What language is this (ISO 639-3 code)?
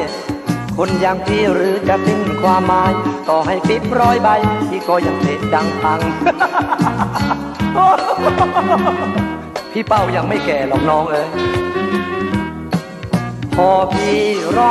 tha